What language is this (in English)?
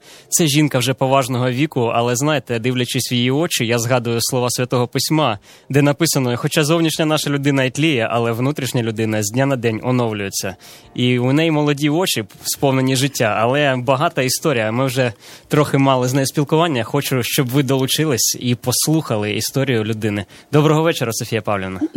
Ukrainian